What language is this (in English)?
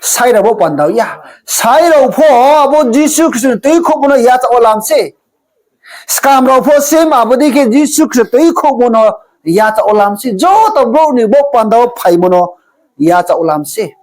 Riang (India)